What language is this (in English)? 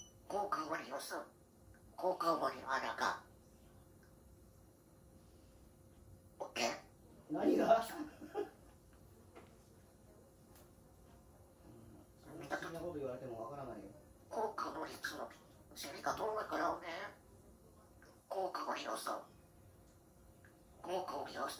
Japanese